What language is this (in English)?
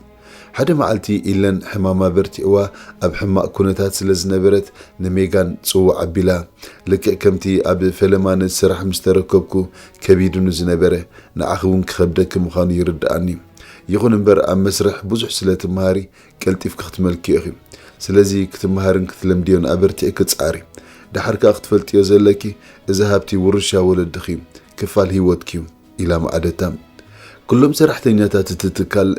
Tigrinya